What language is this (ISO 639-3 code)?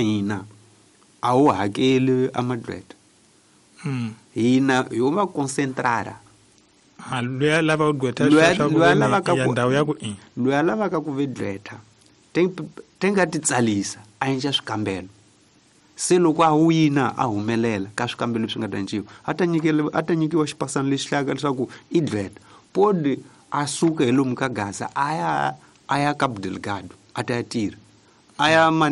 tso